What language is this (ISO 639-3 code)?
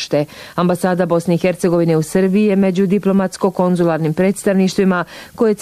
bos